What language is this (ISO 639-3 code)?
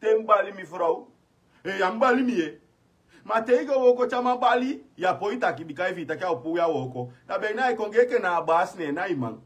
srn